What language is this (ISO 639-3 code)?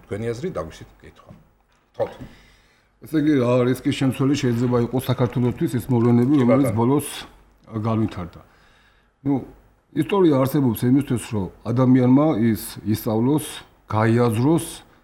kat